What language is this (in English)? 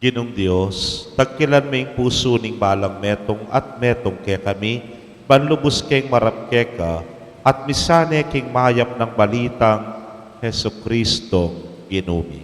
Pampanga